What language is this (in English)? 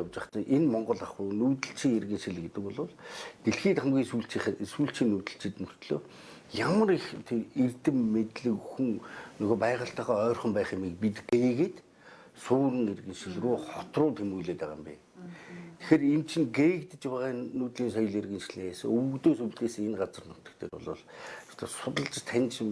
Mongolian